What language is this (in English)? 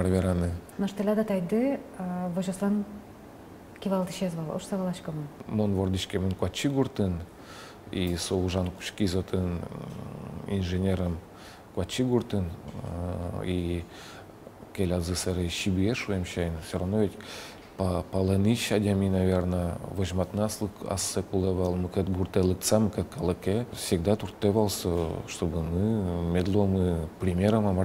Udmurt